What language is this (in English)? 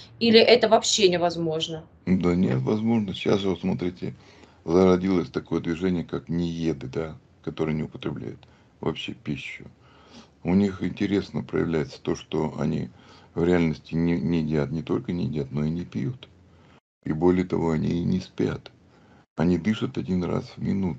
Russian